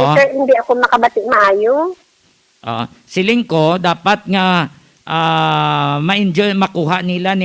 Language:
Hiligaynon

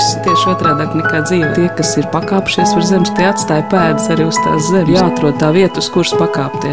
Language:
Latvian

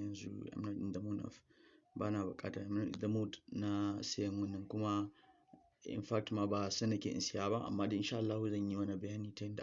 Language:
Hausa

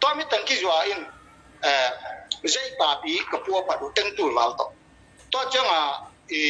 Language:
Tedim Chin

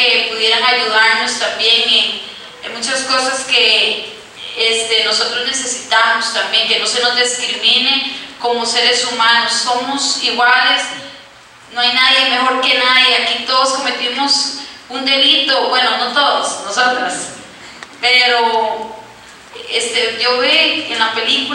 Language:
Spanish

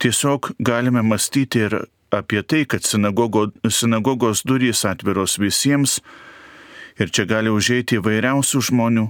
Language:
Lithuanian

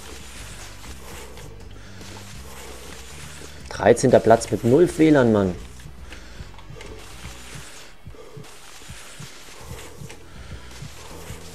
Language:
German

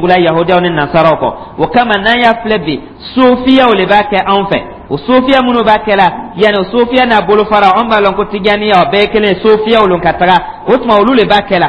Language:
Dyula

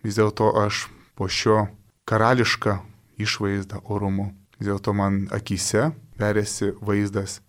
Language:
Lithuanian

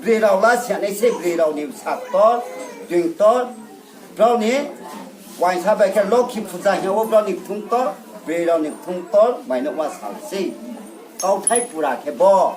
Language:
Riang (India)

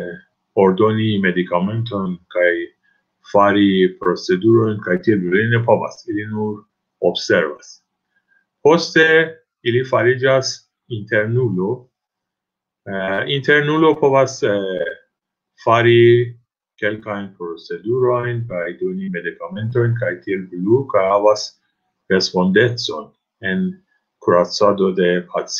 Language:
Esperanto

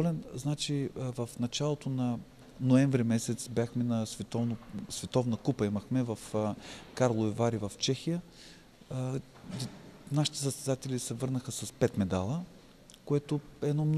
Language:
Bulgarian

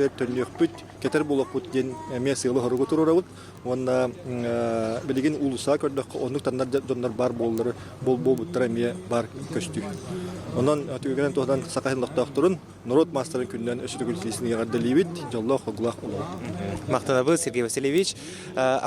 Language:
Yakut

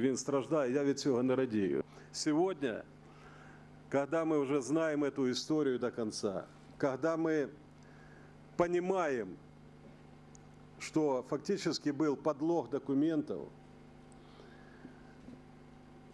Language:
Ukrainian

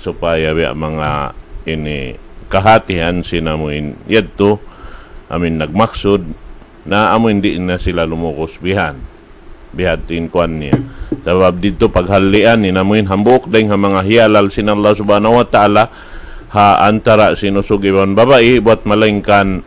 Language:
Tausug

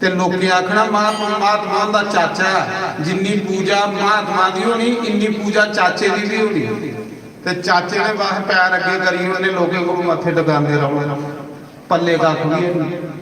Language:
Dogri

